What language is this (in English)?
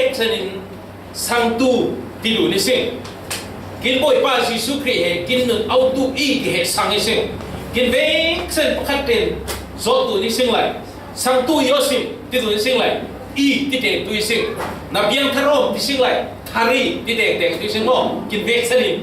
Falam Chin